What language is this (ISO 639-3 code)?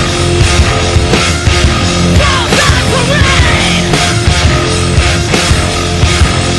eus